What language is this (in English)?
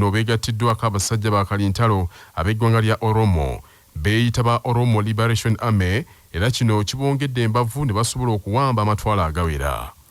Ganda